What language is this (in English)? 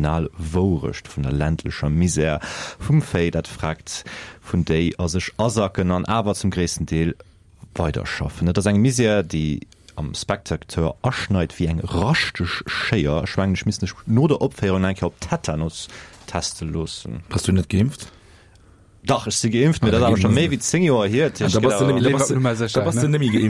Luxembourgish